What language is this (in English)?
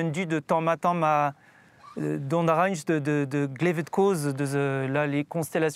Breton